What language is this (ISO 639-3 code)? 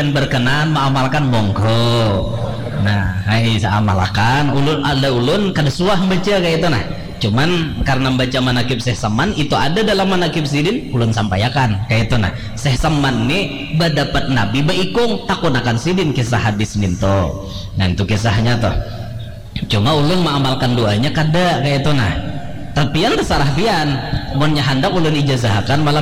bjn